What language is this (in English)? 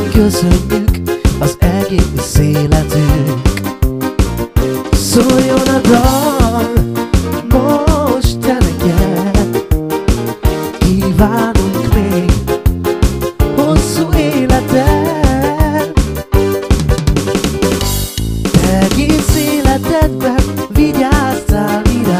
Hungarian